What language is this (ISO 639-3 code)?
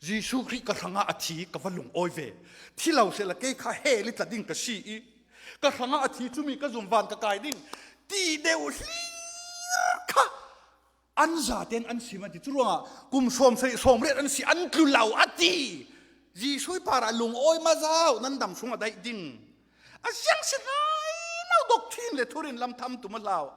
cfm